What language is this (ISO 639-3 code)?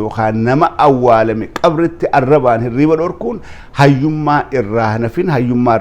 orm